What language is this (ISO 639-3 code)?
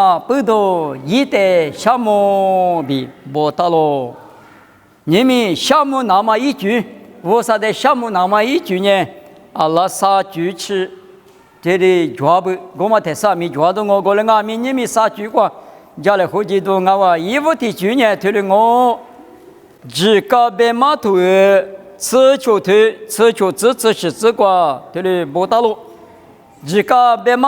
lis